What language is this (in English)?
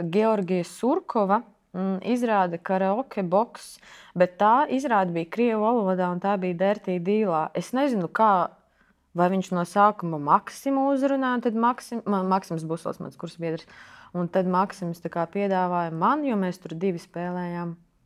Latvian